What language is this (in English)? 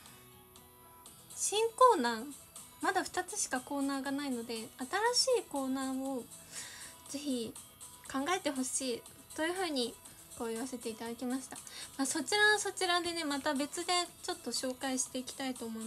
Japanese